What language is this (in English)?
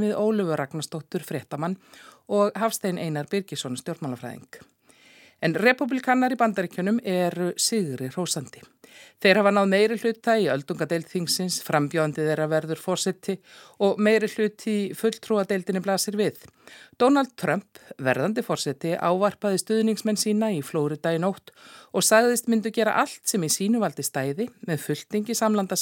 Icelandic